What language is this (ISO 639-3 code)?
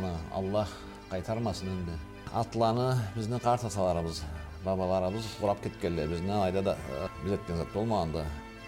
krc